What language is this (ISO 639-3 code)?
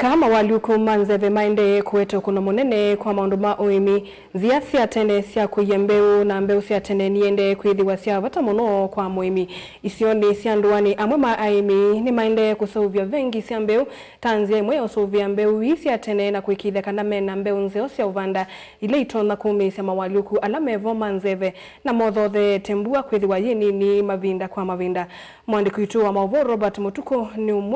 kam